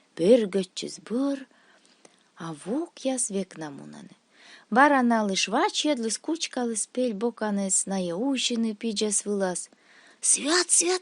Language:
Komi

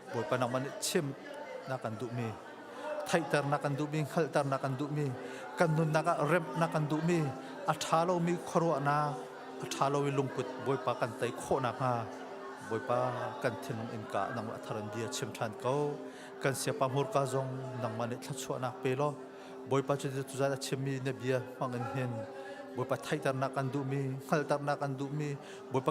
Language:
Hakha Chin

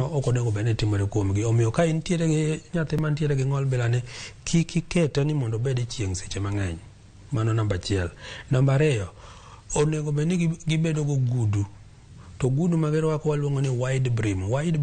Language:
Luo (Kenya and Tanzania)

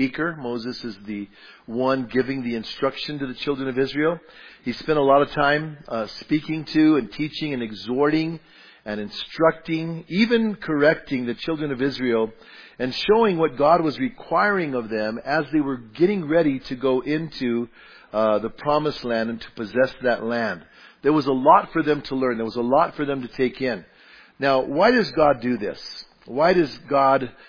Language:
English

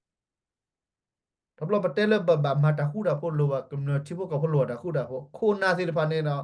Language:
S'gaw Karen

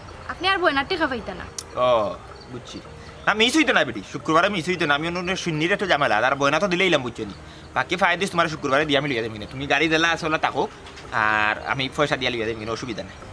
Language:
Sylheti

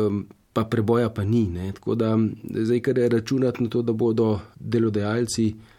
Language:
Slovenian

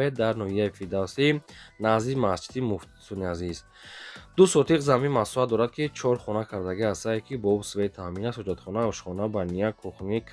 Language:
Tajik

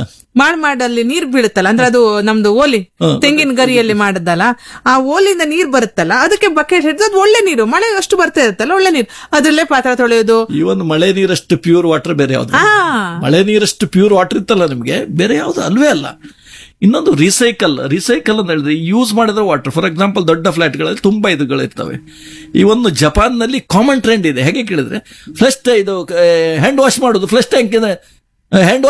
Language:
Kannada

